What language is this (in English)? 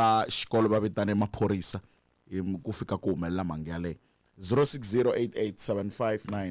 Tsonga